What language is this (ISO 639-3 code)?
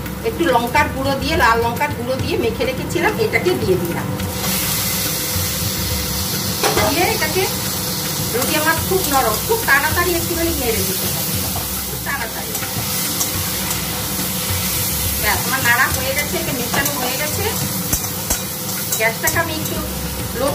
ben